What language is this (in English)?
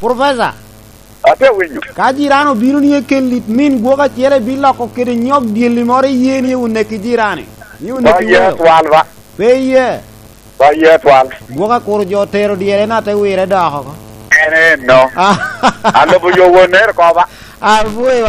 Lango (Uganda)